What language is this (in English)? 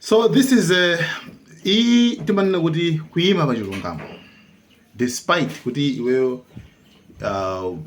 Nyanja